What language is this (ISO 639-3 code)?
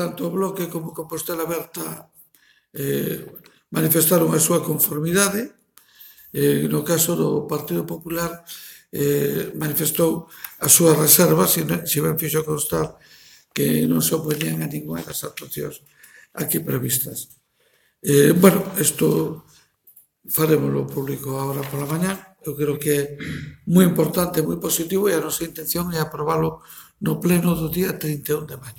glg